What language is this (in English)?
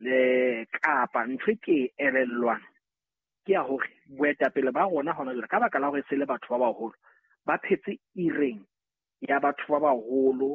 Southern Sotho